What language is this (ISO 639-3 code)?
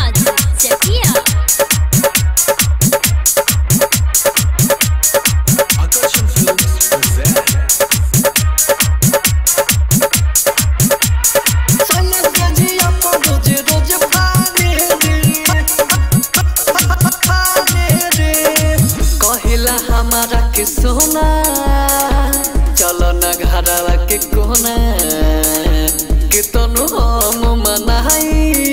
bho